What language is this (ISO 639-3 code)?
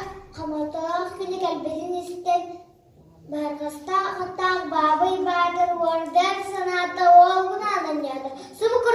sah